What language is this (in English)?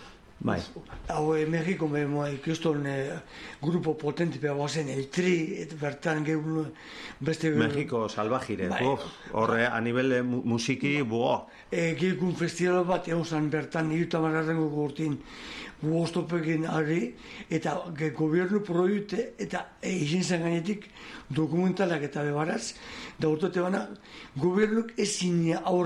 Basque